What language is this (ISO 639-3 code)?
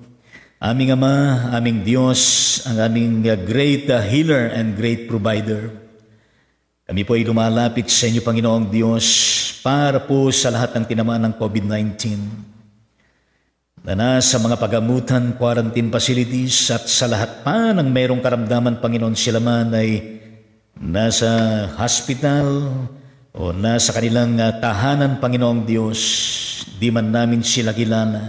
fil